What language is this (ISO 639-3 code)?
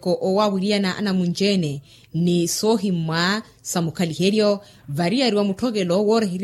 vmw